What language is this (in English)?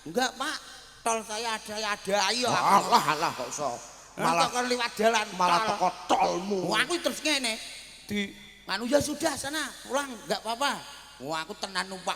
Javanese